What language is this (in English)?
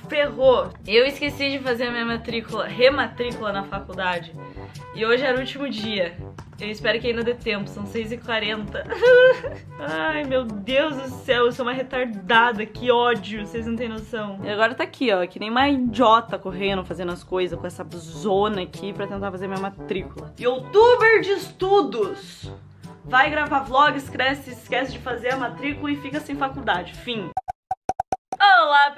Portuguese